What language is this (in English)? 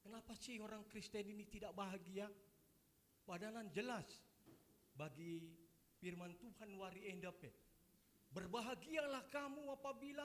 Batak Karo